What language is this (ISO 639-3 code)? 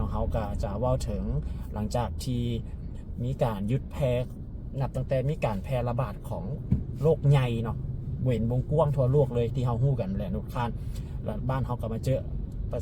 lao